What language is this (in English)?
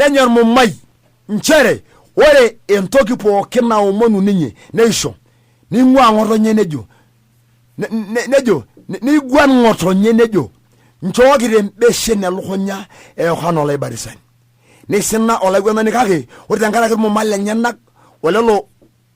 Masai